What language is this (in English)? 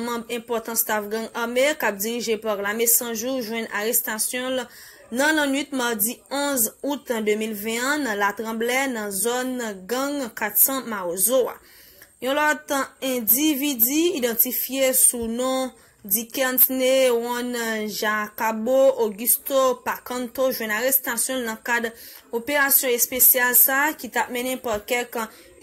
Haitian Creole